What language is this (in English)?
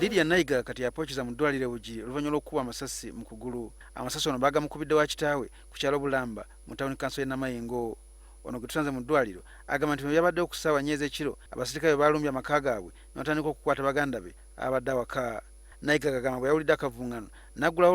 Ganda